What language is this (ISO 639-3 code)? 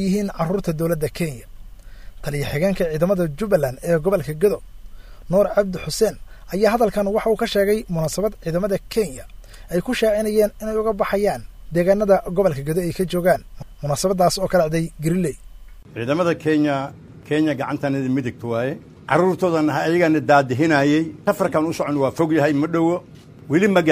som